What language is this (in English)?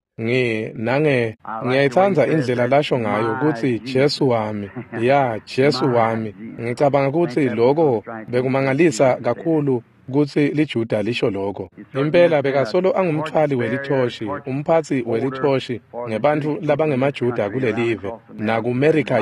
Swati